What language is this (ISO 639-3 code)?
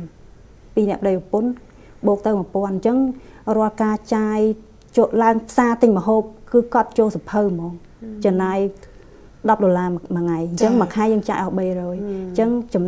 khm